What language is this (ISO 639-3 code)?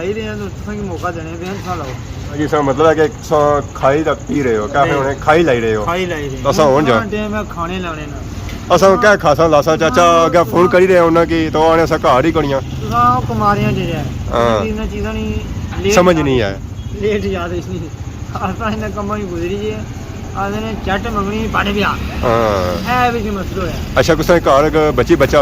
phr